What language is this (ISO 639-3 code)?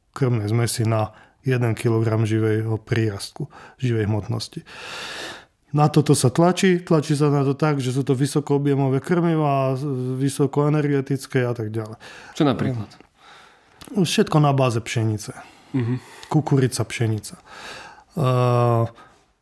slk